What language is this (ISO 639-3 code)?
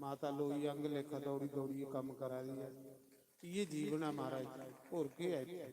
doi